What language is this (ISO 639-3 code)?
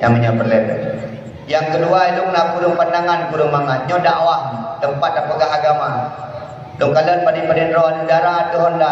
ace